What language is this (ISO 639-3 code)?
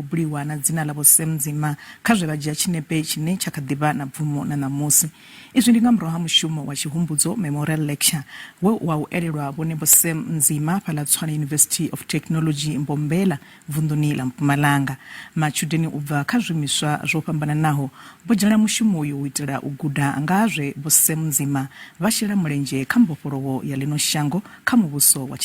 ven